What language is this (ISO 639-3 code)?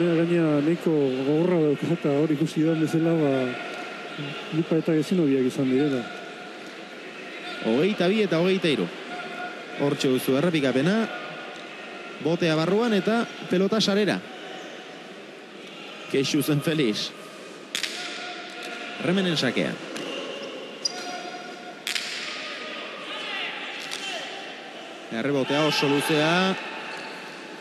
eus